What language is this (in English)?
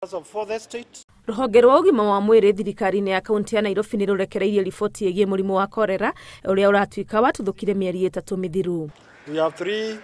Kikuyu